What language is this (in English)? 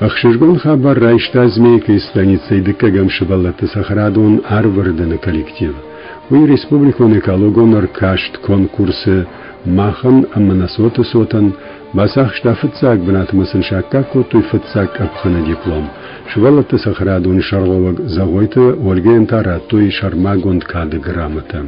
Ossetic